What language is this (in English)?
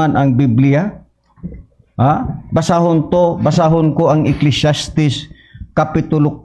Cebuano